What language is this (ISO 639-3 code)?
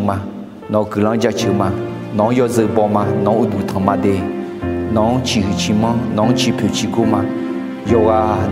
ahk